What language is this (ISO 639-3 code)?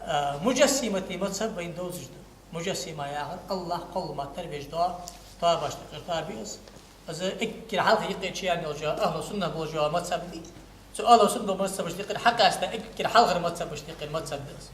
inh